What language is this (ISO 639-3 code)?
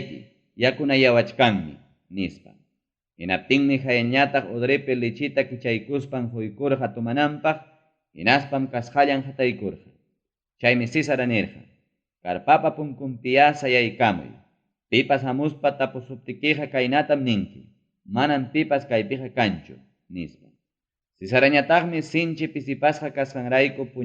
quy